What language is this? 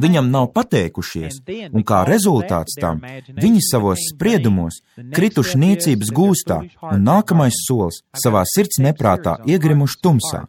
Latvian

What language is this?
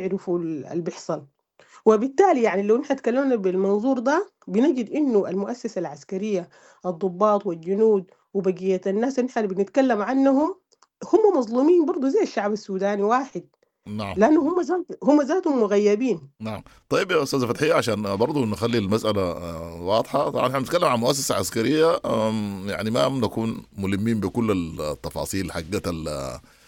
Sudanese Arabic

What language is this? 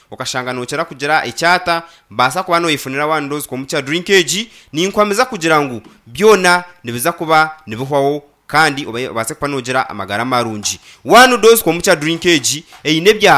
Nyankole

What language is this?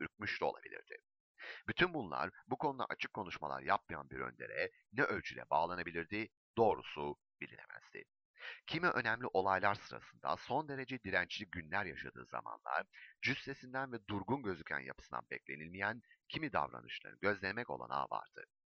Turkish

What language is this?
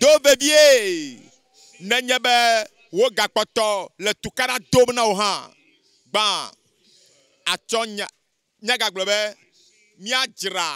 Ewe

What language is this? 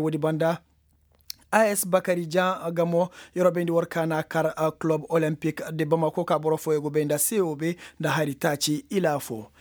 Koyraboro Senni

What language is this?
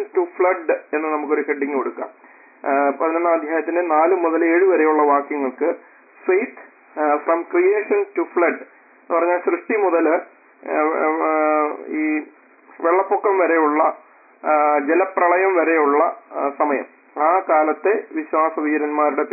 Malayalam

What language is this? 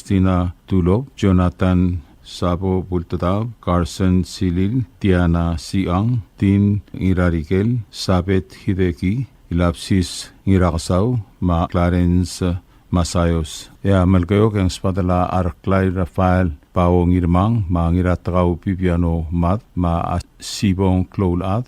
Palauan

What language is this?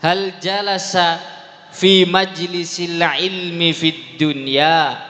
Madurese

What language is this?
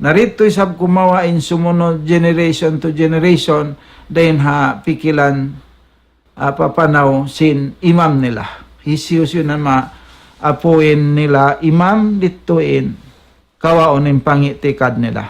Tausug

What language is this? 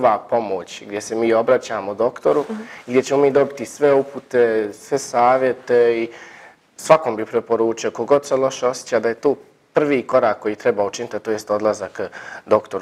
Bosnian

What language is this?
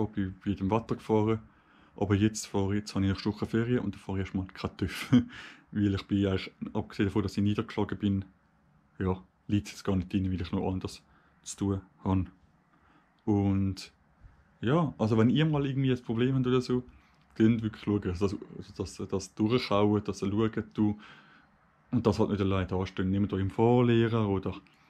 Swiss German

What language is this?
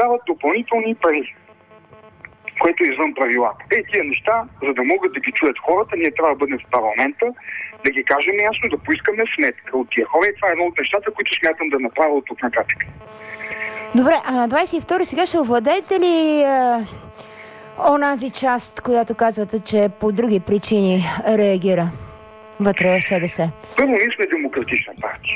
Bulgarian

